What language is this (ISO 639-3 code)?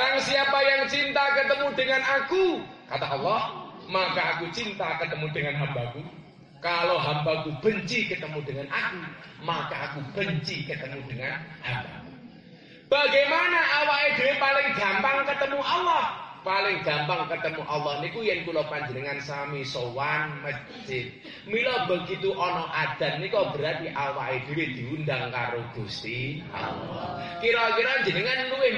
jav